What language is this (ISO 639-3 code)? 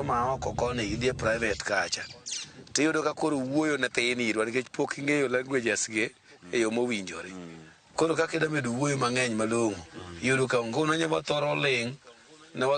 luo